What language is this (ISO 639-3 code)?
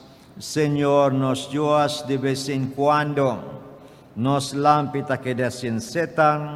pap